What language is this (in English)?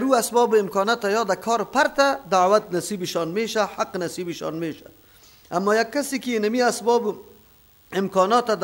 Persian